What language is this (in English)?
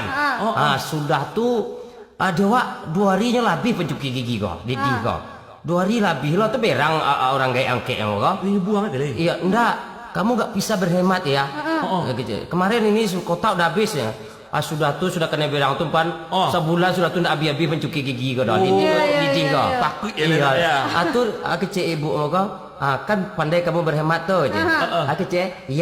Minangkabau